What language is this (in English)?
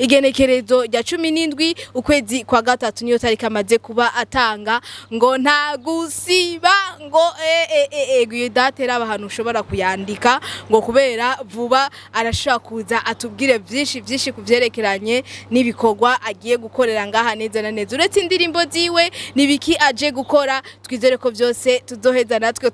Rundi